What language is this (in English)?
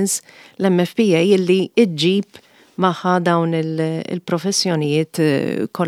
Maltese